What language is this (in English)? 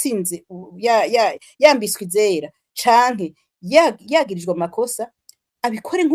Rundi